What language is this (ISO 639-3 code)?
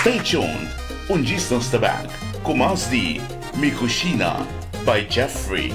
pap